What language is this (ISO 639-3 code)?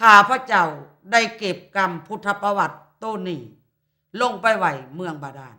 lao